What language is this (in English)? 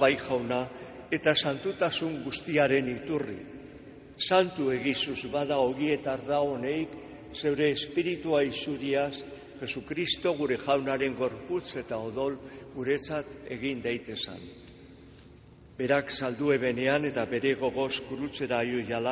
Basque